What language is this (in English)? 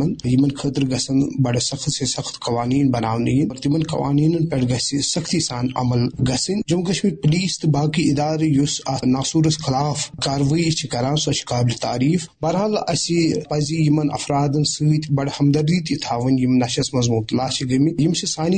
Kashmiri